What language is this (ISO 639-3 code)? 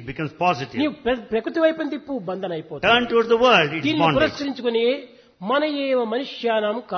tel